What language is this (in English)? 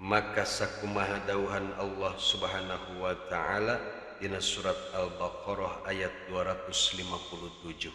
Sundanese